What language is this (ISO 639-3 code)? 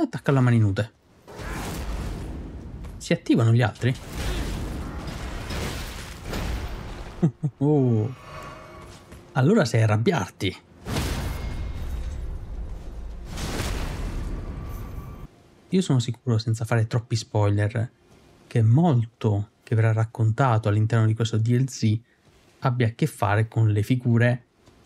ita